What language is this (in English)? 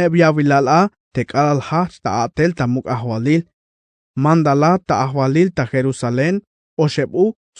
Tzeltal